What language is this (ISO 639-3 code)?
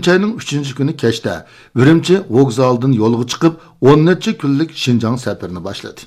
uig